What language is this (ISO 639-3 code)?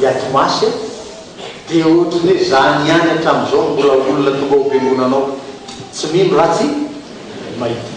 mlg